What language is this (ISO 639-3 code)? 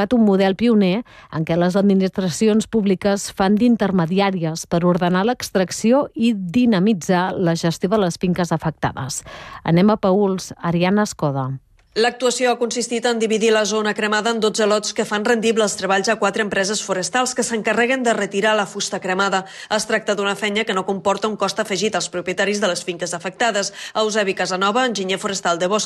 cat